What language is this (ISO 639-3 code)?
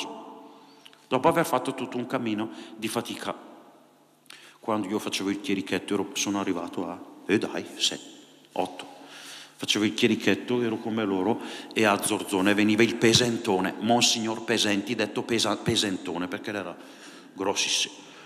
ita